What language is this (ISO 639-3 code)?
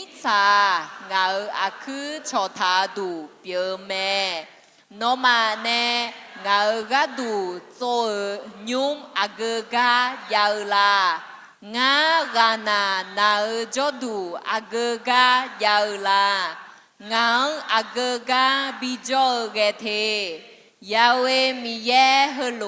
ahk